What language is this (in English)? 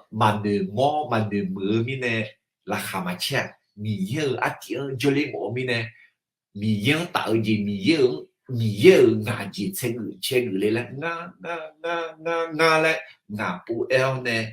Akha